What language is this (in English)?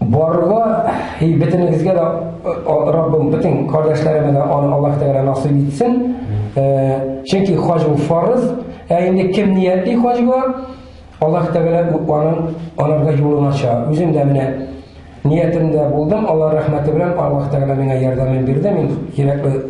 Tatar